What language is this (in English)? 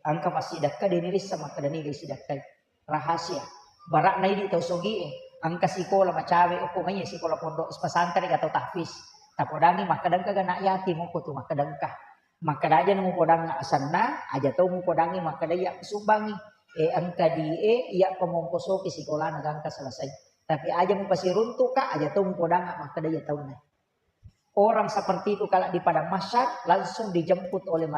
Buginese